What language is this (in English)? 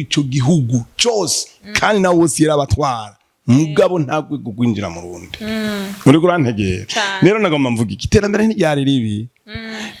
Rundi